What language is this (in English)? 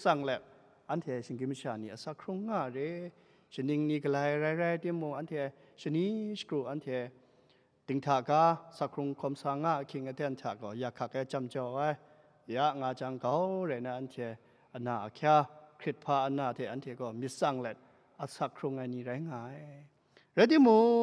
Kachin